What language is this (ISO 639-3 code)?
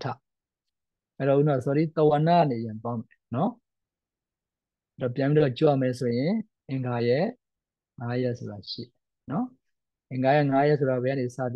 mya